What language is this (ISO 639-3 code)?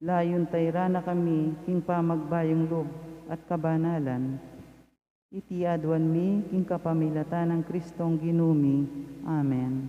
pam